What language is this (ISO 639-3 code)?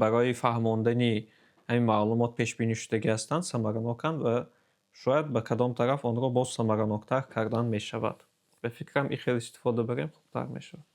tgk